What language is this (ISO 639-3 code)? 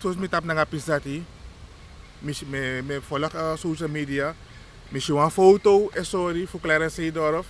srn